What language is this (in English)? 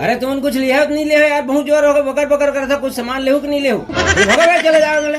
Chhattisgarhi